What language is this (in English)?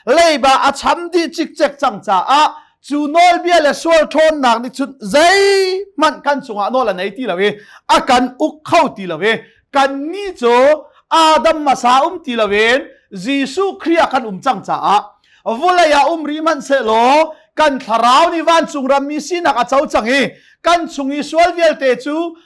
Hakha Chin